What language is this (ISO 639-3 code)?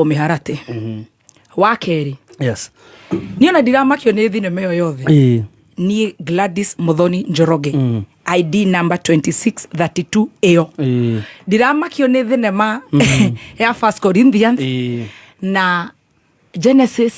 kik